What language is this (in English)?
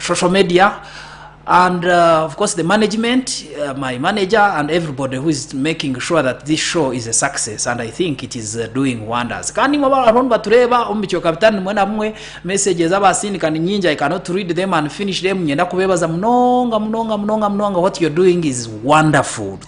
Nyankole